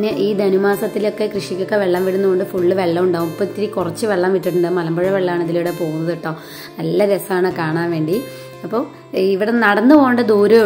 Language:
Malayalam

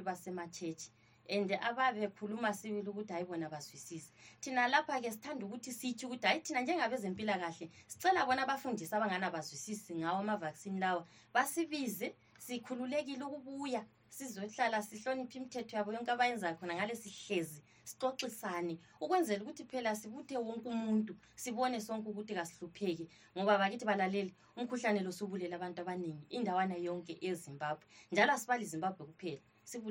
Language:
North Ndebele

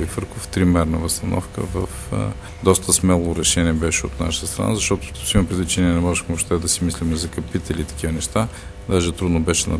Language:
Bulgarian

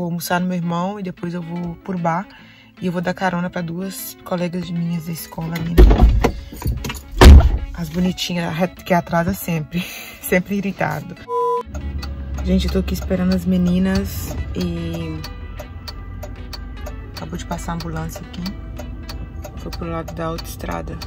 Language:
Portuguese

